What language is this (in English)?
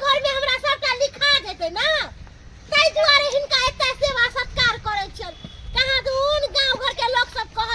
Maithili